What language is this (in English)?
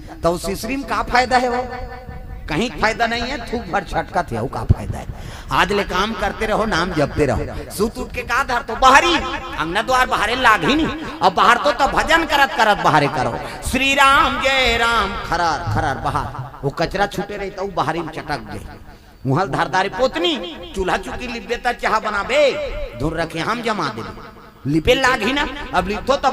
Chhattisgarhi